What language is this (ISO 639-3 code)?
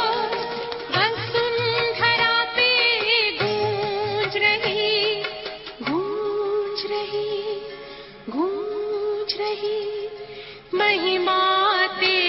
hin